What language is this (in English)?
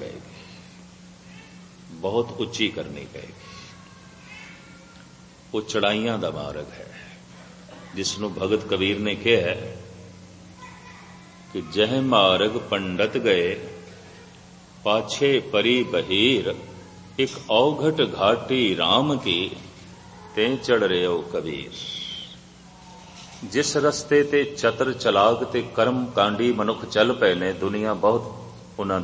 Punjabi